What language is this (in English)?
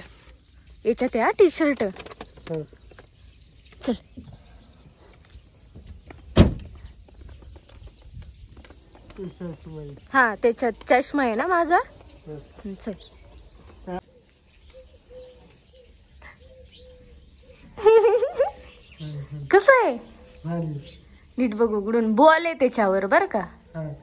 Marathi